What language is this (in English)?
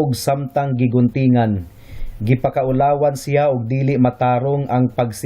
Cebuano